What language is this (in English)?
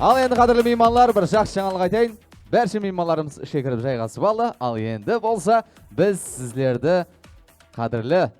Kara-Kalpak